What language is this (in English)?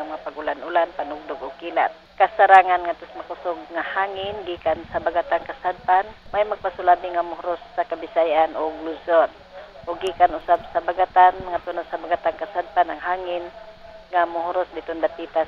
Cebuano